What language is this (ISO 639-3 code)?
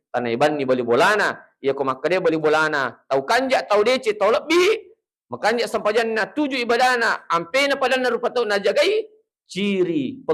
bug